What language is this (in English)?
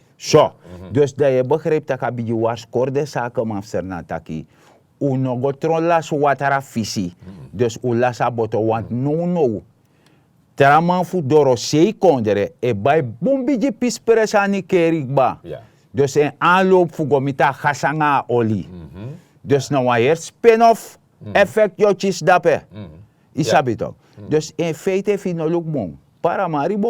Sranan Tongo